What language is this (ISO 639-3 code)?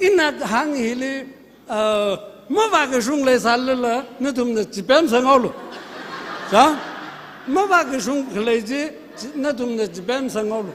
nmf